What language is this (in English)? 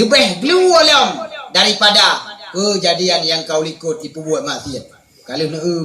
Achinese